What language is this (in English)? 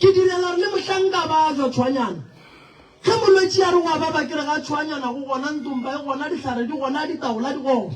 Northern Sotho